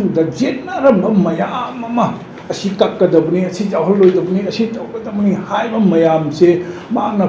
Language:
Manipuri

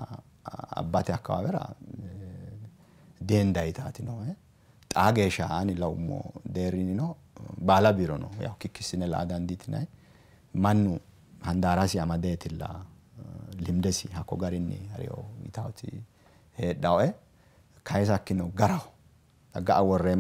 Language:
Sidamo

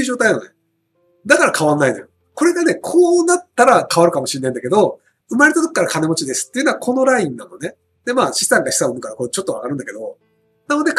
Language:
Japanese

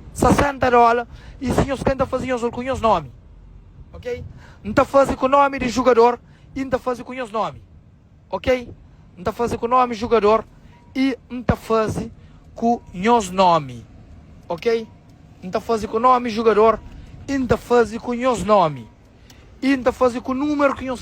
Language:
Kabuverdianu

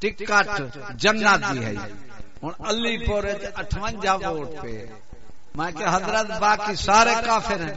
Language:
Saraiki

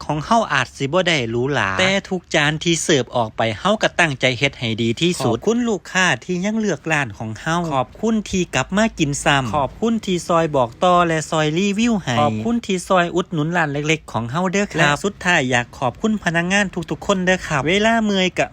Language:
Northeastern Thai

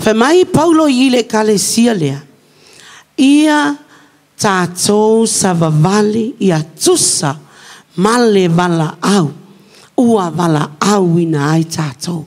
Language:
Samoan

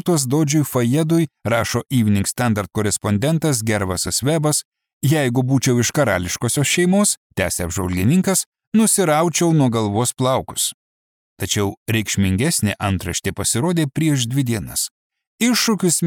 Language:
Lithuanian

